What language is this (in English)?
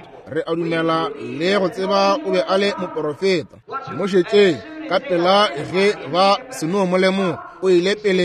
Northern Sotho